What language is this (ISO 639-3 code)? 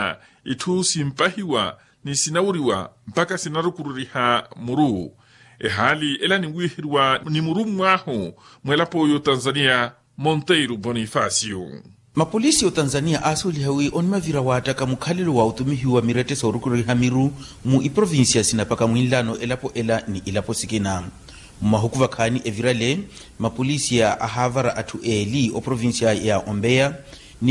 vmw